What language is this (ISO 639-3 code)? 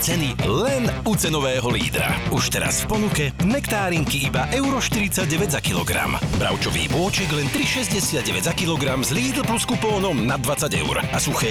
slk